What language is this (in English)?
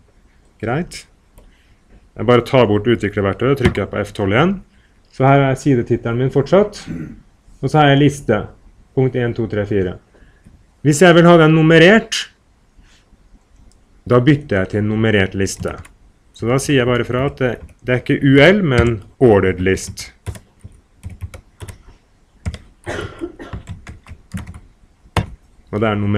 Norwegian